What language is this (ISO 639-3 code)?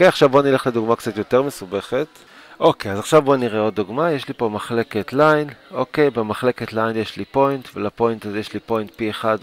heb